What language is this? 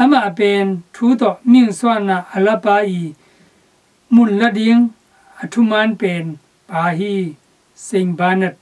Tedim Chin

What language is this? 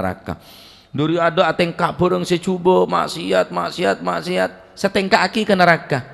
Madurese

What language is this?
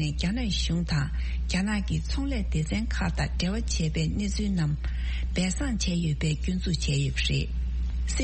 Tibetan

